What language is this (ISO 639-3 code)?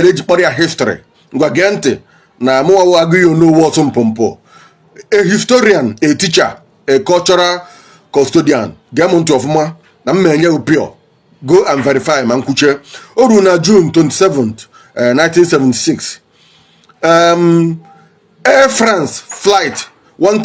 ibo